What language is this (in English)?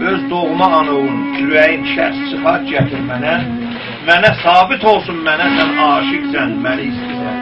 South Azerbaijani